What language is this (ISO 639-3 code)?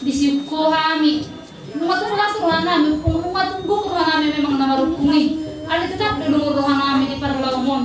bbc